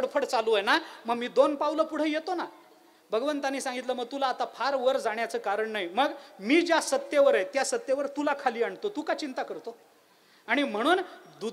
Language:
Marathi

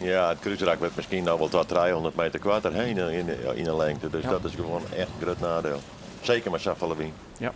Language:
Western Frisian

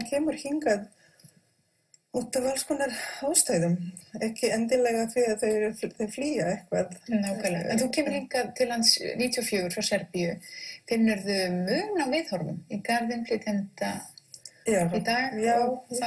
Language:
Icelandic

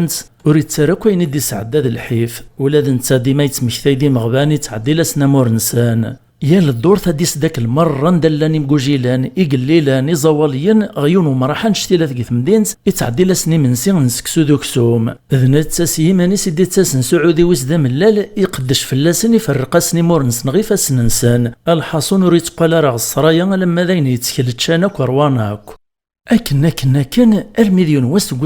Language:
Kabyle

